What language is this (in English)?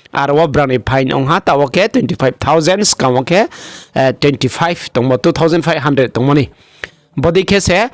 Riang (India)